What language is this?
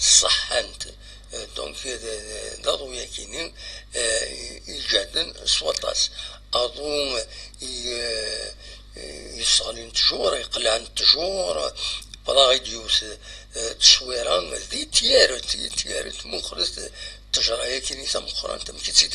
Kabyle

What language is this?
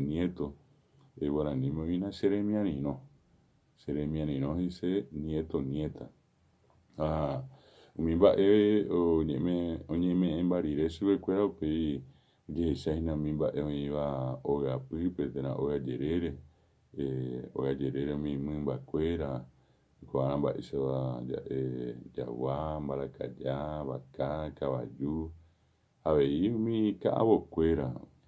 Guarani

